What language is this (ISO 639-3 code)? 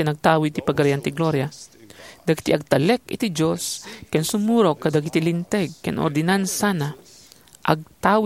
ilo